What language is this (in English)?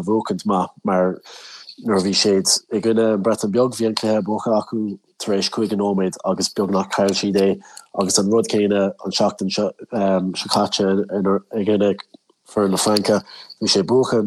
Irish